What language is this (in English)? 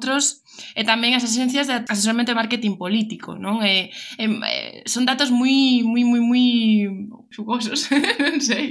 Galician